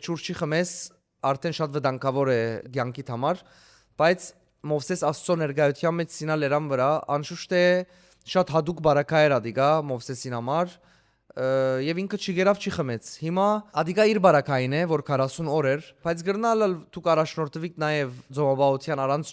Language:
Western Armenian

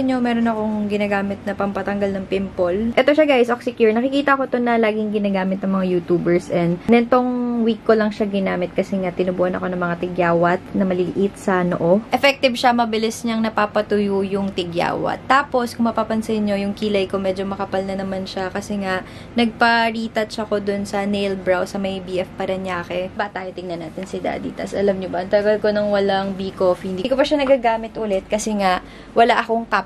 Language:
Filipino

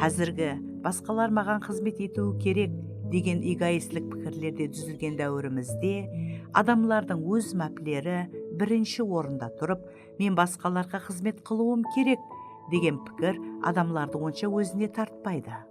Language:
Kara-Kalpak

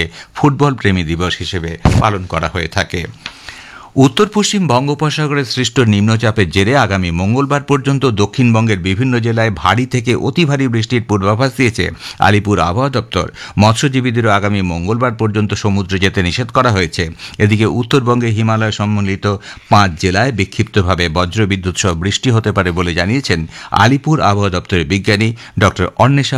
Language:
Bangla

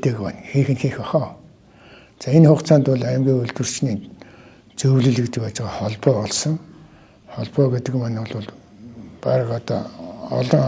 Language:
Mongolian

